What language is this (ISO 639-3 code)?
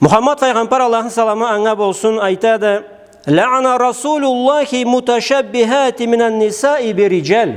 krc